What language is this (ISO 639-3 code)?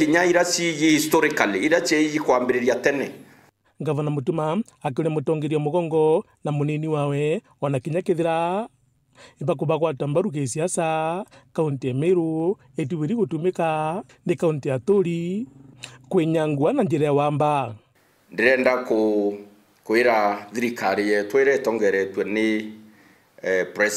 mer